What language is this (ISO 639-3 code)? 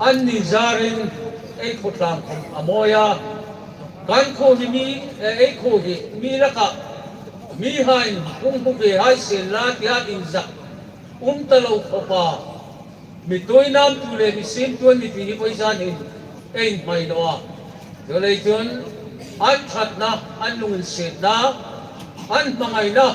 hmr